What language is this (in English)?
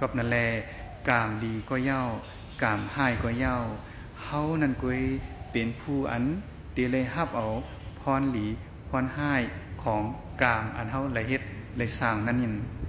Shan